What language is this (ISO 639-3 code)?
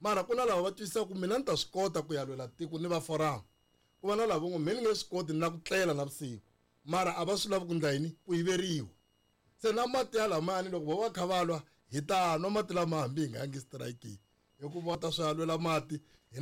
tso